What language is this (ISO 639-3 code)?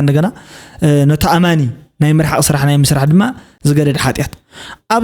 tir